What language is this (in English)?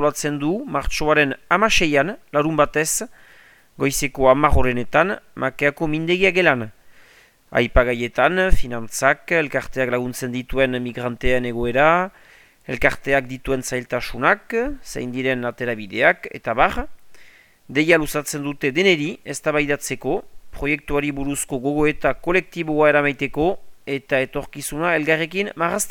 Basque